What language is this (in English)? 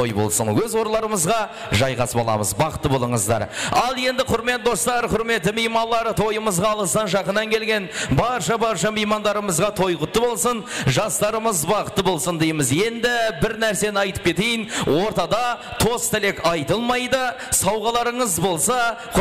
Kara-Kalpak